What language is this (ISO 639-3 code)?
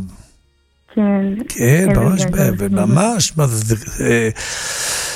heb